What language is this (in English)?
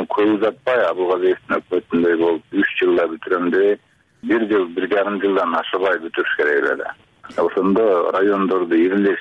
Kyrgyz